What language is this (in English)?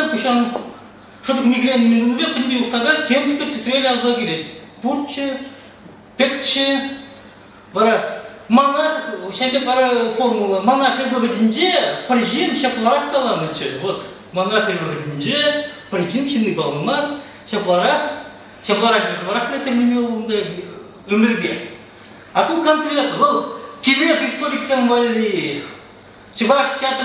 Chuvash